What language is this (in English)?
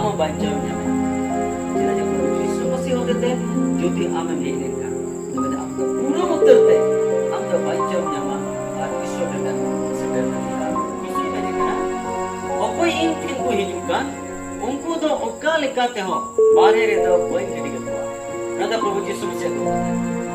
Santali